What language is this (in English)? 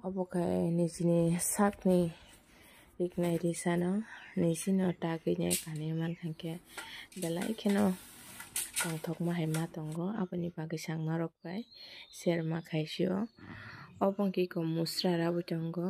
Kok Borok